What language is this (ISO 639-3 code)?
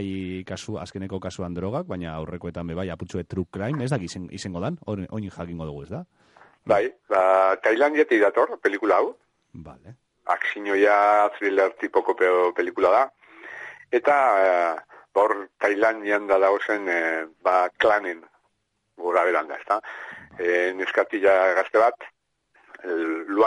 eus